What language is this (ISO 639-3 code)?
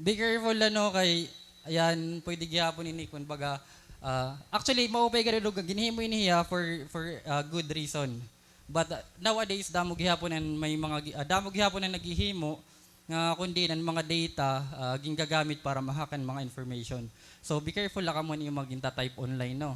war